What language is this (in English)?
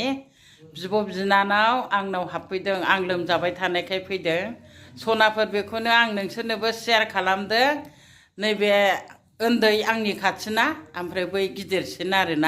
Bodo